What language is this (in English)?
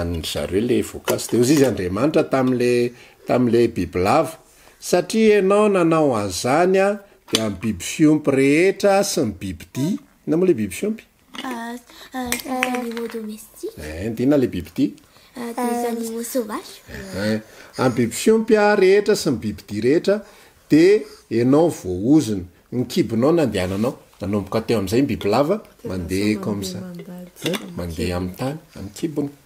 Malagasy